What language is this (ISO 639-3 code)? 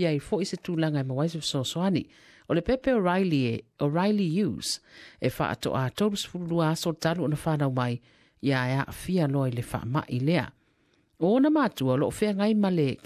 smo